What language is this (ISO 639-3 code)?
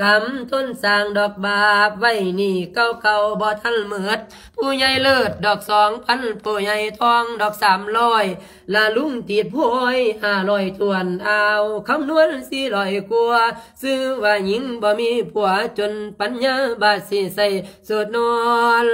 lao